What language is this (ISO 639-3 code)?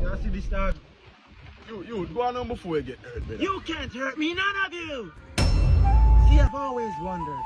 jam